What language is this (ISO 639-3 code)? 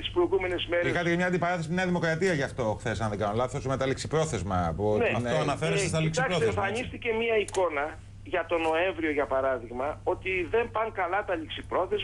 ell